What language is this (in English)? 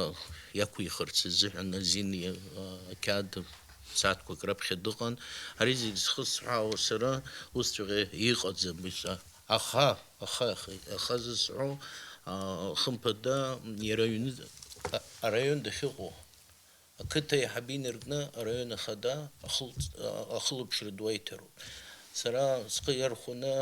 Abkhazian